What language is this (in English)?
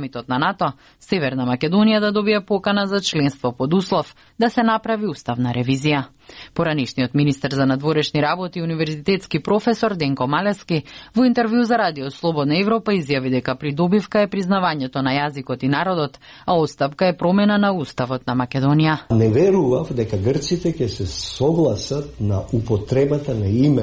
Macedonian